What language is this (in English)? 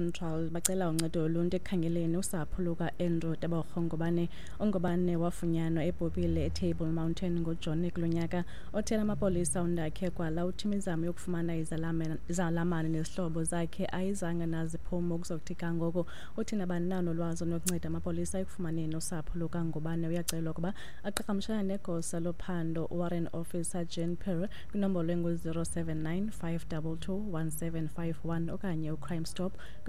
Xhosa